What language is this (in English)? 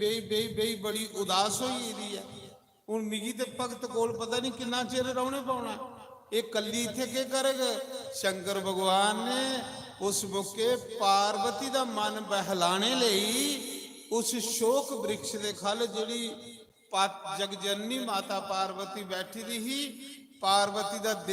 Dogri